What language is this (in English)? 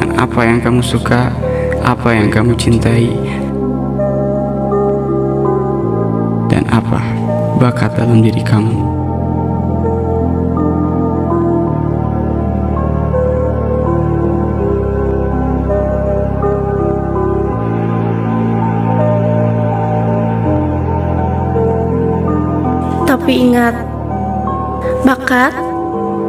Indonesian